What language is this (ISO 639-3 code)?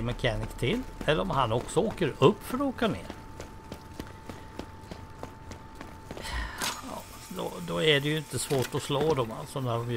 swe